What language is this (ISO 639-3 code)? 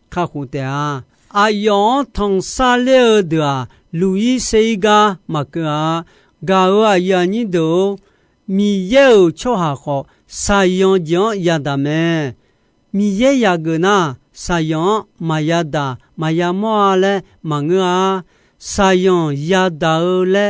ahk